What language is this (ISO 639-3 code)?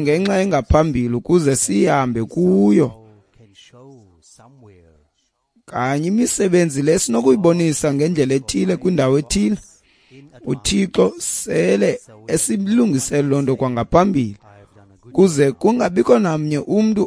xho